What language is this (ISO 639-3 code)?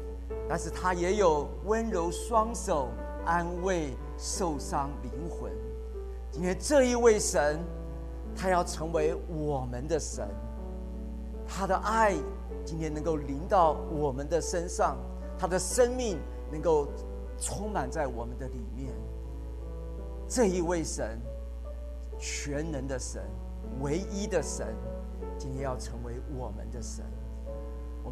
zho